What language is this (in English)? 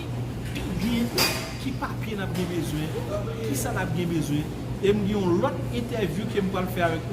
Haitian Creole